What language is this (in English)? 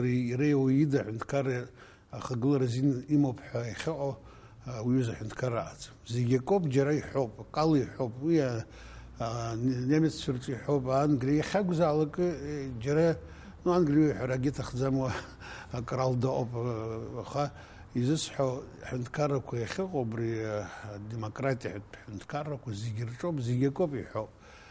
Abkhazian